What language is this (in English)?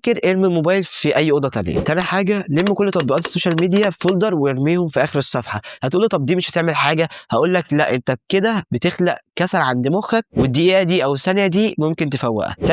Egyptian Arabic